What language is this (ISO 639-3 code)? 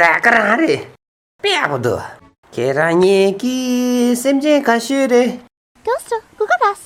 bod